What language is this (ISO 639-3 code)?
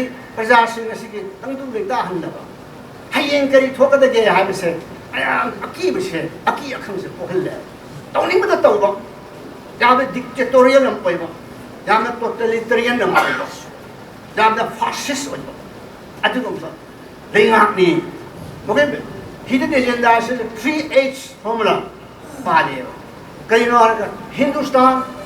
mni